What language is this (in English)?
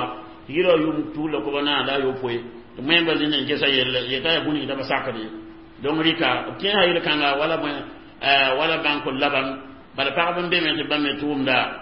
Mossi